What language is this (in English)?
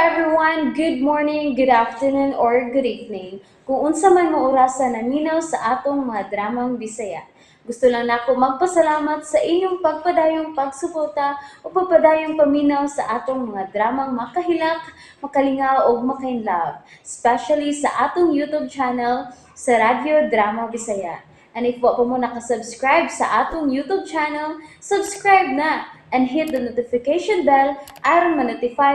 Cebuano